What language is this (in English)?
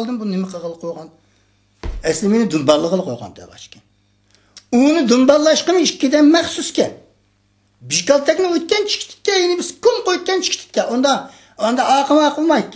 Uyghur